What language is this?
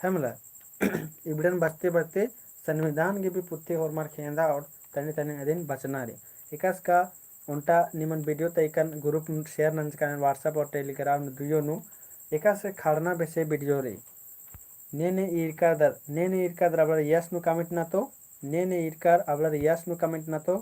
Kurukh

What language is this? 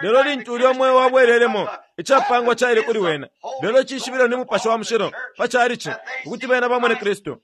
Bemba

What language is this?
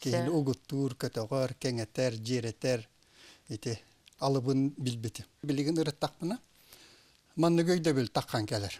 Yakut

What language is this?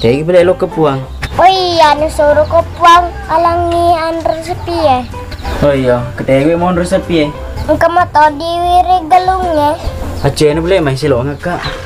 Buginese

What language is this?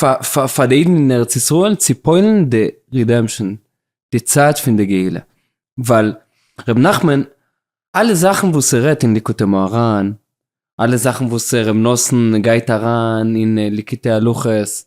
Yiddish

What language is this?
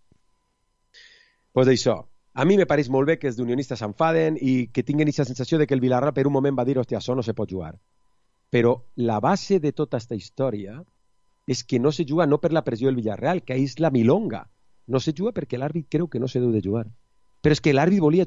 Catalan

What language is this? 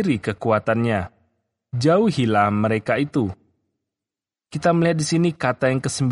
Indonesian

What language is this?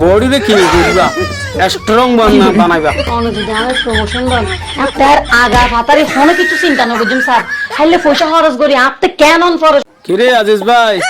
Rohingya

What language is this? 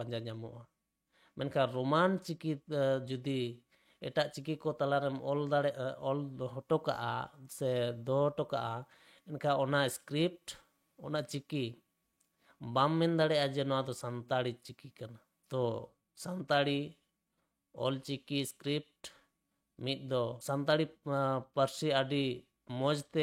Santali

